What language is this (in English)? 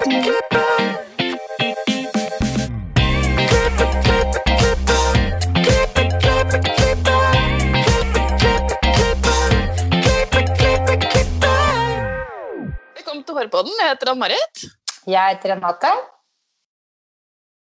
Norwegian